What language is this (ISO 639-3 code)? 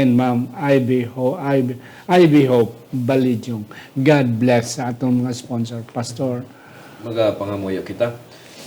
hil